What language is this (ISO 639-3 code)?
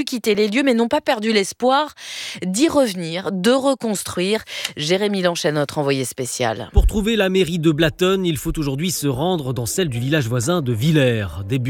fra